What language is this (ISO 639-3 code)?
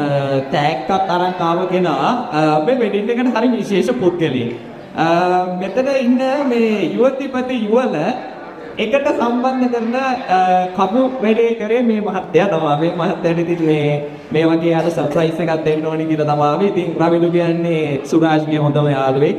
sin